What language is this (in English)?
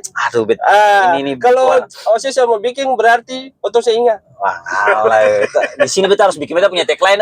Ambonese Malay